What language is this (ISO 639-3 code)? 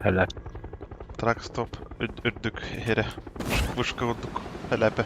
sah